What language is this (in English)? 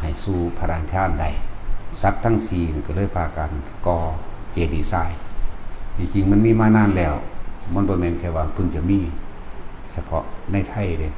Northeastern Thai